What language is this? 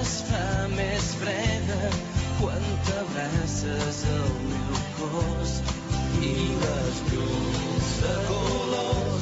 Catalan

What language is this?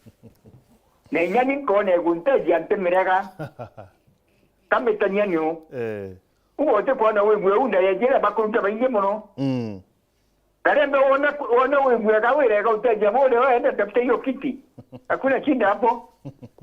Meru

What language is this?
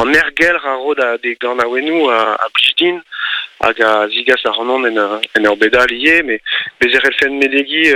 Breton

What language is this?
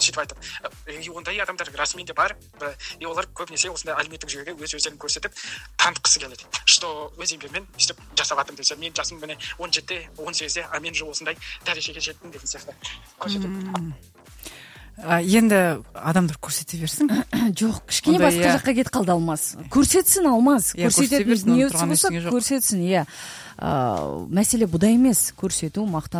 Kazakh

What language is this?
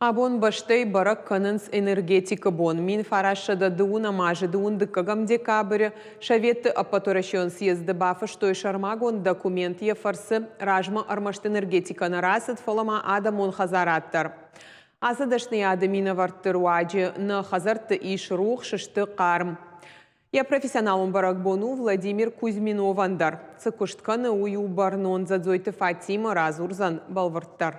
Ossetic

